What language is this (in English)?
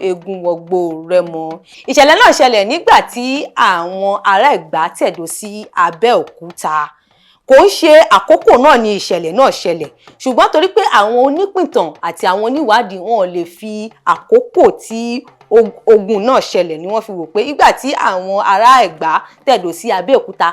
Yoruba